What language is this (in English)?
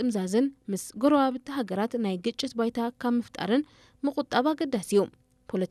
Tigrinya